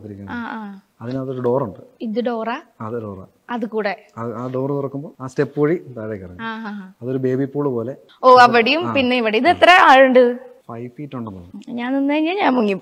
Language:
Malayalam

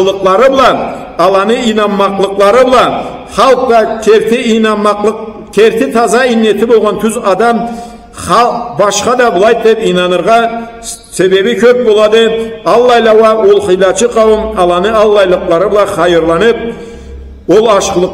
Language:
Karachay-Balkar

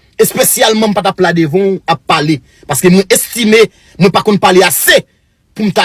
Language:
Haitian Creole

